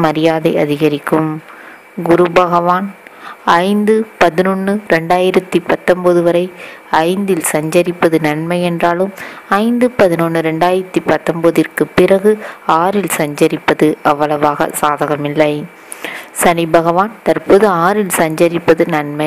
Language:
Tamil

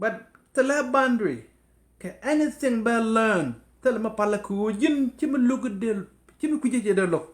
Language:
Nuer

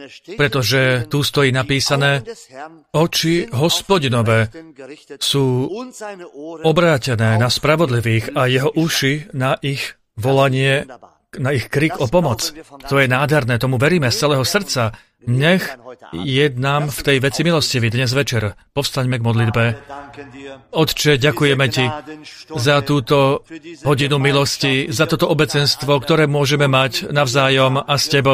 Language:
Slovak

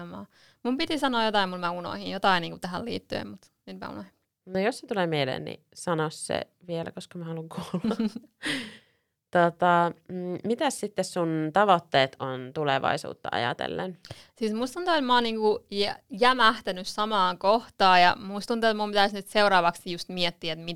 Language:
Finnish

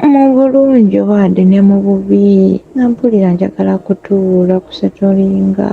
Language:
Ganda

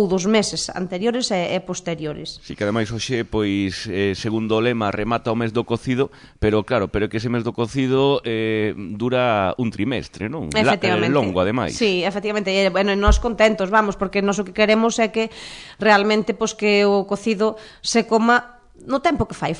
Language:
Galician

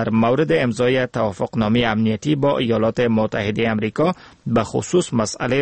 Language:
Persian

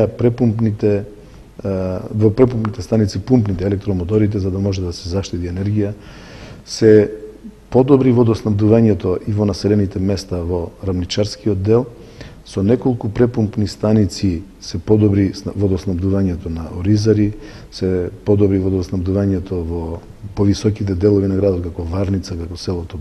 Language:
Macedonian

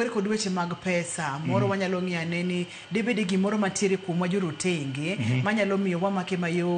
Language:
Luo (Kenya and Tanzania)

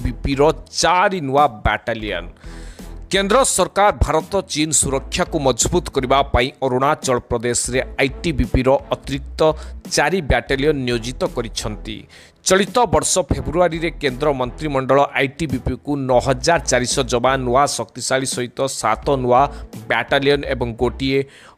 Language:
Odia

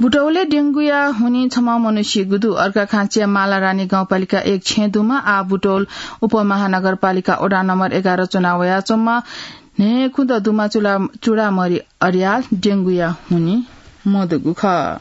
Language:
Newari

